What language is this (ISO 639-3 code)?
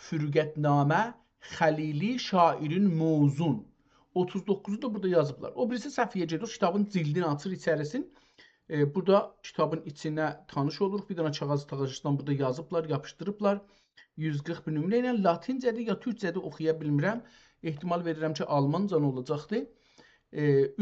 azb